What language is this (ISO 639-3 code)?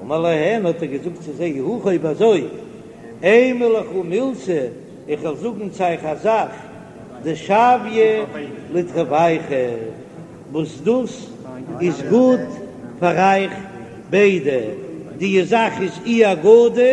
yid